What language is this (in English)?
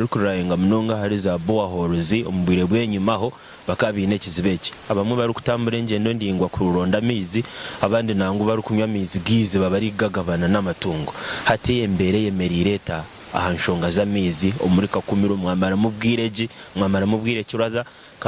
Nyankole